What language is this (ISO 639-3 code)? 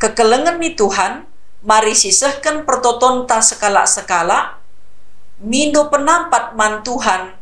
btx